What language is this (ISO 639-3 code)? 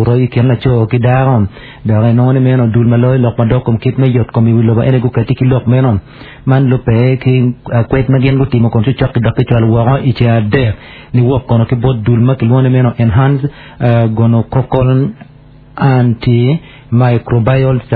ach